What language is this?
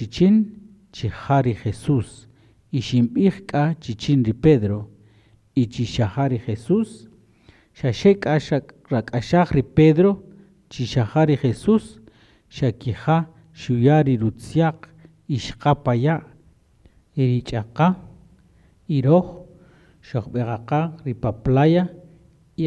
Kaqchikel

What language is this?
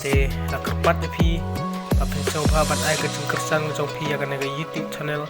Khasi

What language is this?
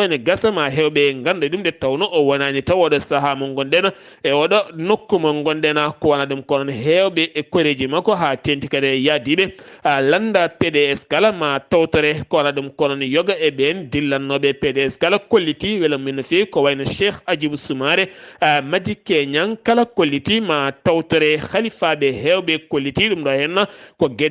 Fula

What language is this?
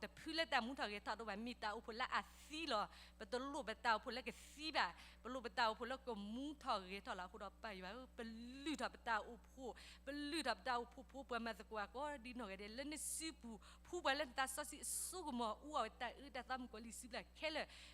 S'gaw Karen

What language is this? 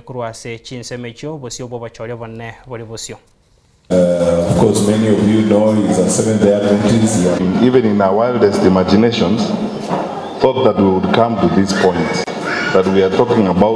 Gusii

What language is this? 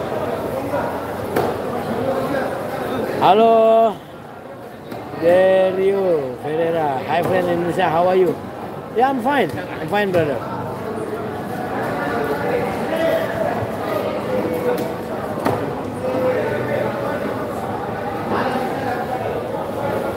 Indonesian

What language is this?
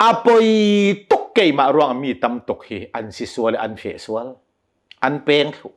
Hakha Chin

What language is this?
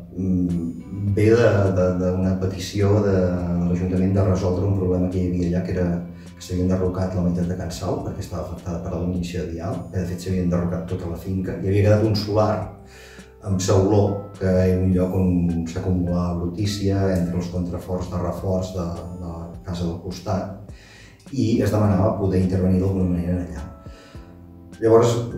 Catalan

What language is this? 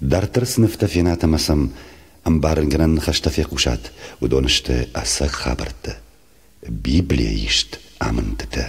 Ossetic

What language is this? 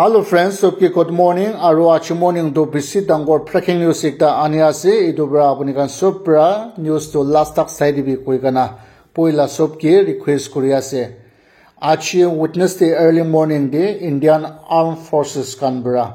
Naga Pidgin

